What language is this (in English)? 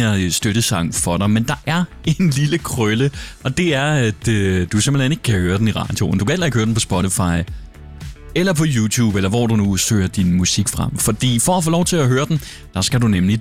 Danish